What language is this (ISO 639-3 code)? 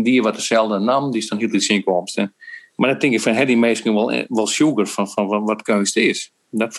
fry